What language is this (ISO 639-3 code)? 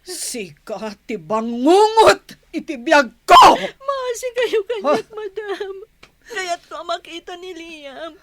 ilo